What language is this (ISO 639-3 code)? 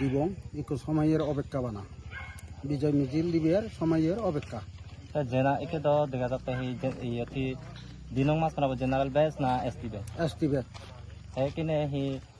ccp